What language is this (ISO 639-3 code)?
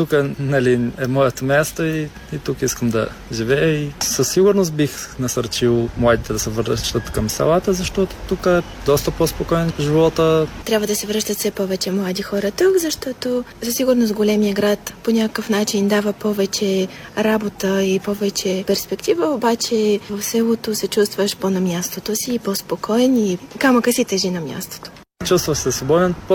bul